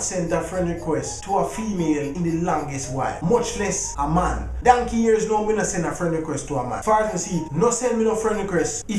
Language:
Jamaican Creole English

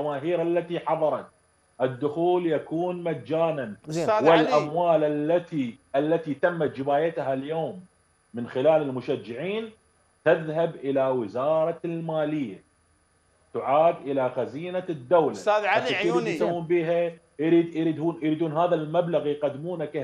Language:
Mesopotamian Arabic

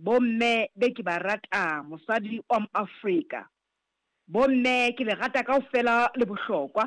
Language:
Southern Sotho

